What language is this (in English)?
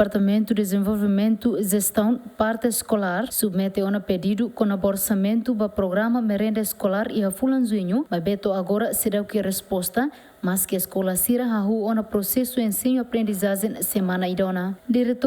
Tetum